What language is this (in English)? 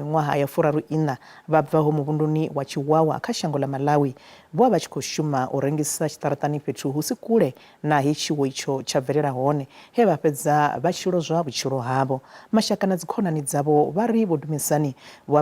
Venda